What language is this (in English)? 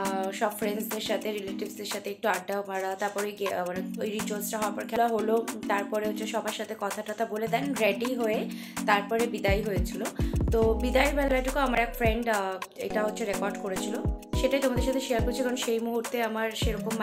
Bangla